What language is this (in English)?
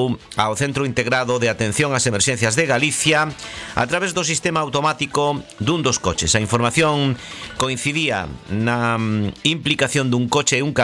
Galician